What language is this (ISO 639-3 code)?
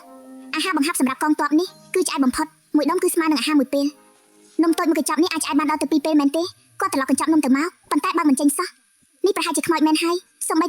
khm